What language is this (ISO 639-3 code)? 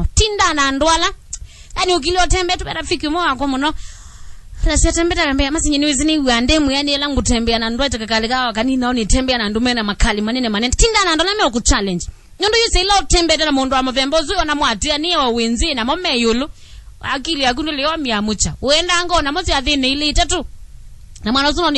kam